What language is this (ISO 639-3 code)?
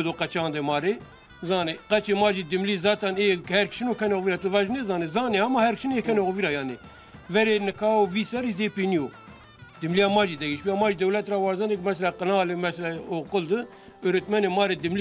zza